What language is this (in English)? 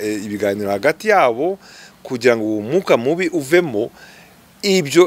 Kinyarwanda